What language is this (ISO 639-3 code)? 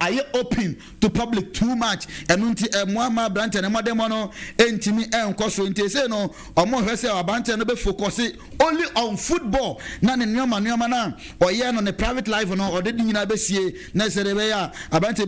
aka